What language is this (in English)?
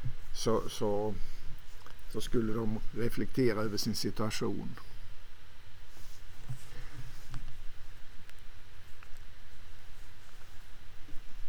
Swedish